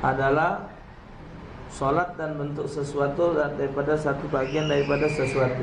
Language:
Musi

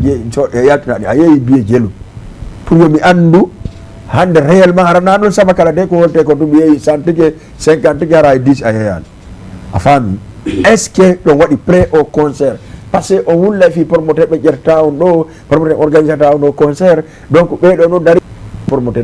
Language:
Fula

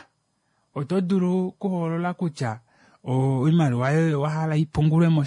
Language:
Kuanyama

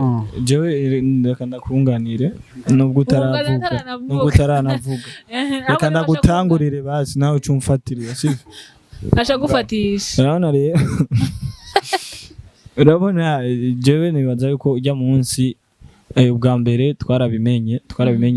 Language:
Rundi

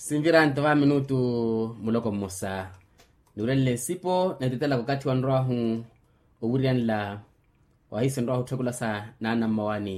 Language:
Makhuwa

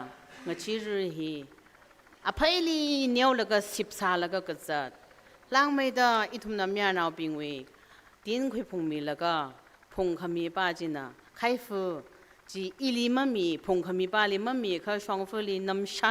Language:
Tangkhul Naga (India)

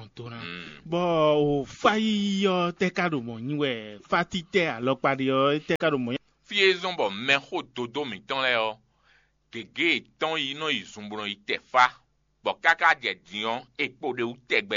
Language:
Fon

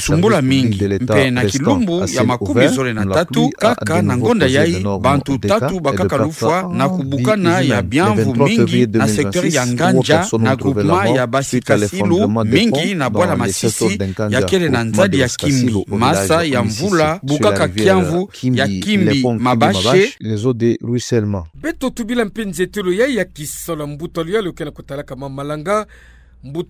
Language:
Kituba (Democratic Republic of Congo)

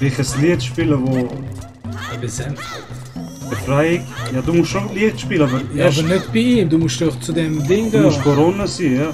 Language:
Swiss German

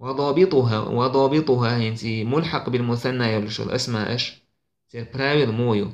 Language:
Chechen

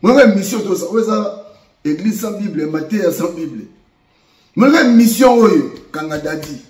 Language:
Lingala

